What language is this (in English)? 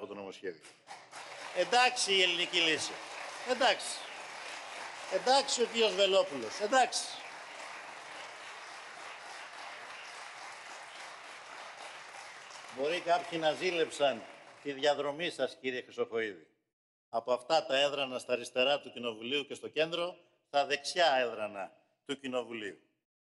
Greek